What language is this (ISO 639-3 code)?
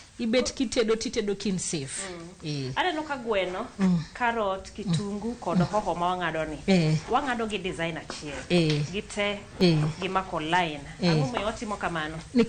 luo